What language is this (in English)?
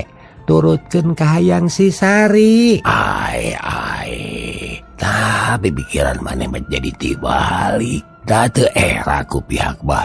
Sundanese